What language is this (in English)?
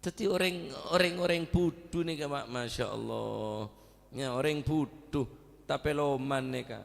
Madurese